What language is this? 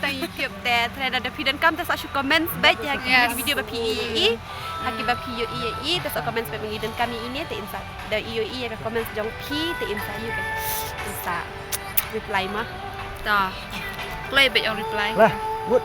Khasi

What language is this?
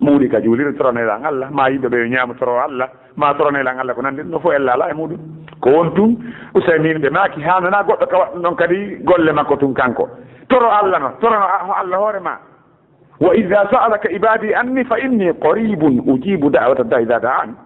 Fula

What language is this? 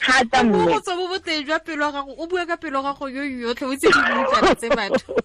Tswana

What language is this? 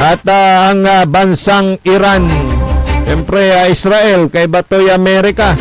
Pangasinan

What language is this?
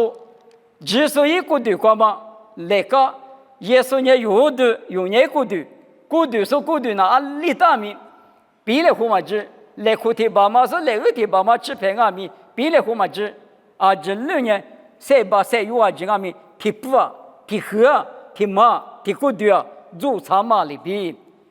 Lisu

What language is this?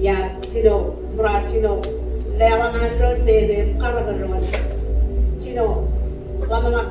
Marshallese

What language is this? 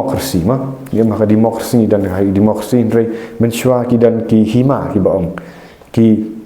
Khasi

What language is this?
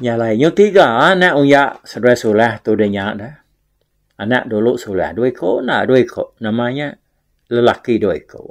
Iban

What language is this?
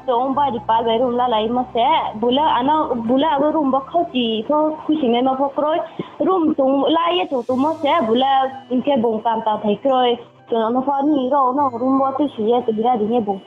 Riang (India)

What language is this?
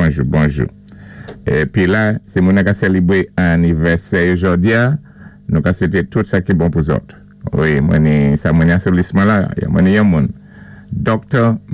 Saint Lucian Creole French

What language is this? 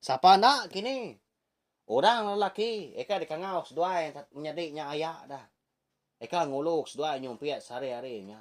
Iban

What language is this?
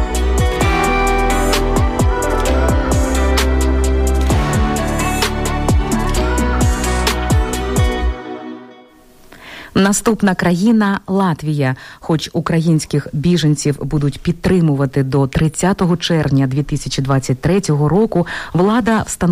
Ukrainian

